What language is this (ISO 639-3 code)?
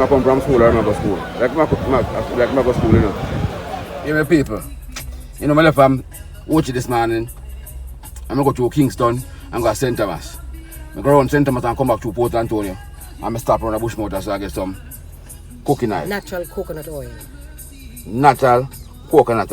jam